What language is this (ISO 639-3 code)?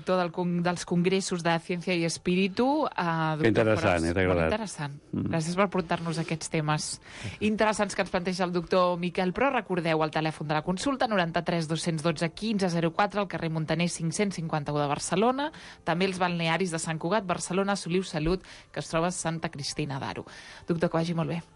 cat